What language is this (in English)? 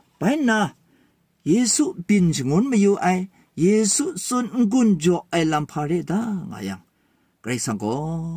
Kachin